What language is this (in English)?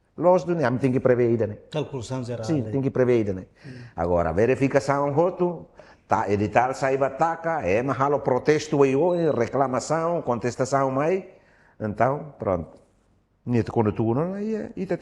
Tetum